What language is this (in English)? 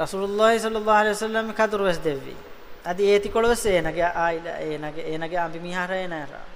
Divehi